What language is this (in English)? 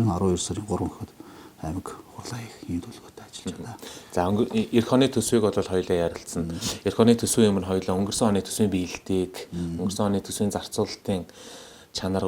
Mongolian